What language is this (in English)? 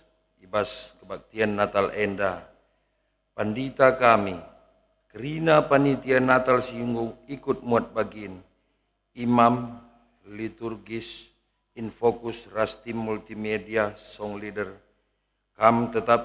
Batak Karo